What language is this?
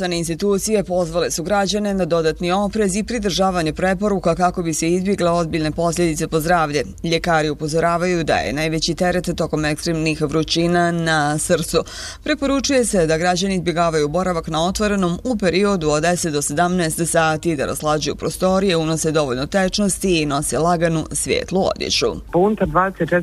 Bosnian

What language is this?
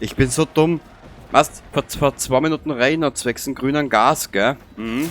Bavarian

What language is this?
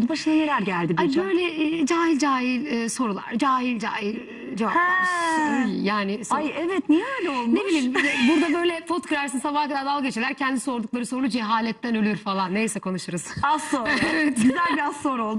Turkish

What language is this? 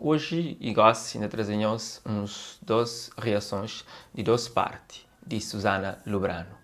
Kabuverdianu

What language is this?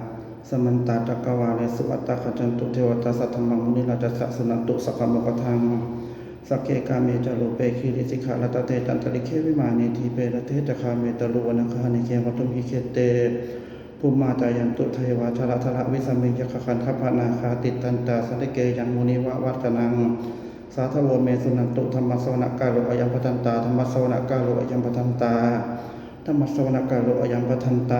Pali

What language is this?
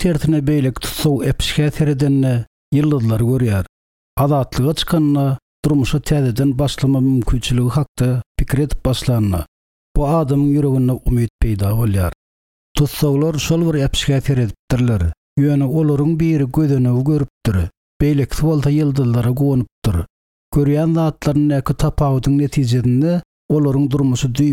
Turkmen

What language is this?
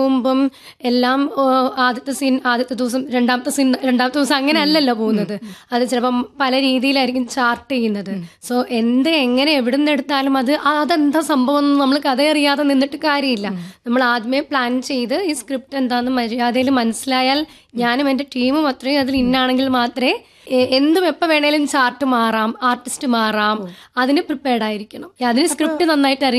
Malayalam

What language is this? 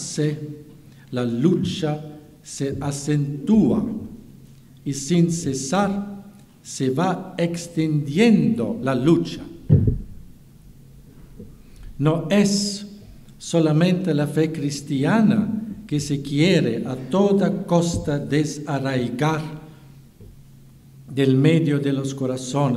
Spanish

